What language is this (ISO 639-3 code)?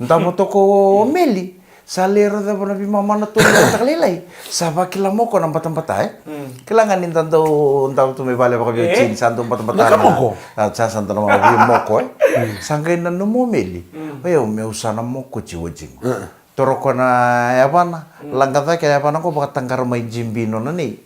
fij